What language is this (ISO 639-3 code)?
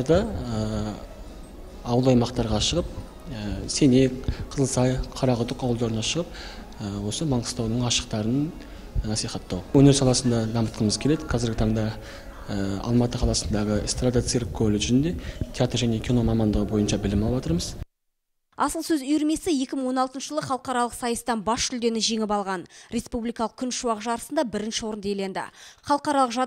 kaz